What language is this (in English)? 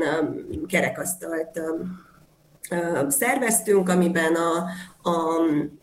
Hungarian